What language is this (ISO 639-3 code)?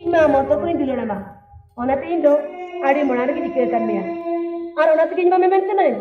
sat